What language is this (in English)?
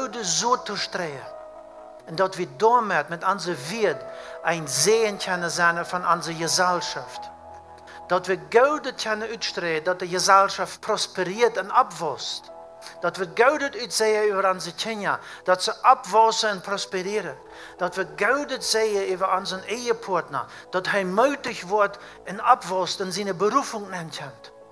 Plautdietsch